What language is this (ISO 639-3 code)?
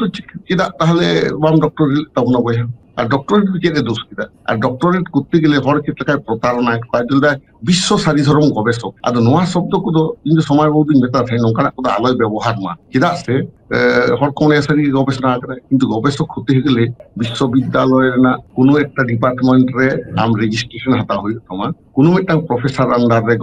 sat